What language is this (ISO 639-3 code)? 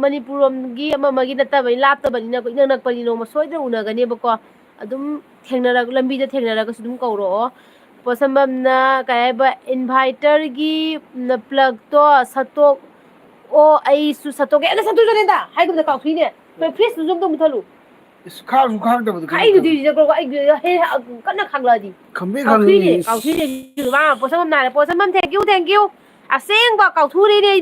mni